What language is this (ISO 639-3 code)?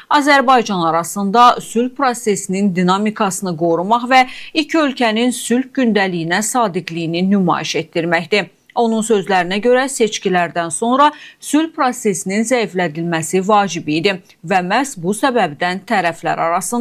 aze